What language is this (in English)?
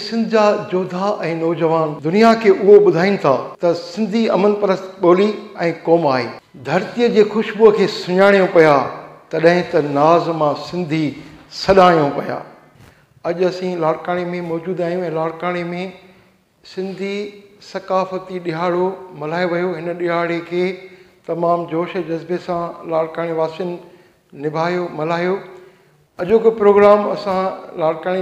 Sindhi